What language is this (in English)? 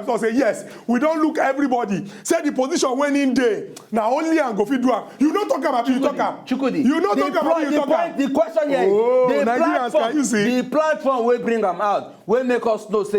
Nigerian Pidgin